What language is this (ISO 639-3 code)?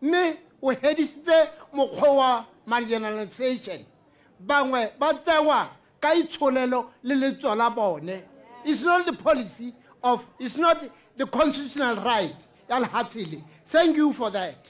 tsn